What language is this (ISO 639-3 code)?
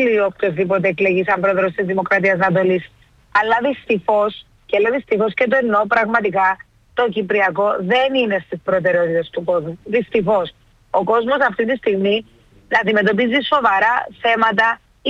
ell